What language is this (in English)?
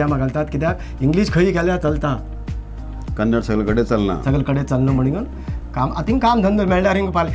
Konkani